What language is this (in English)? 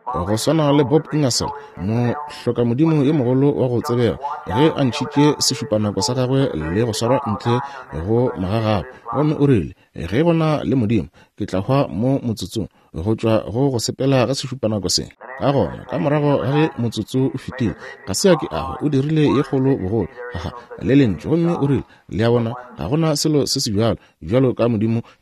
Northern Sotho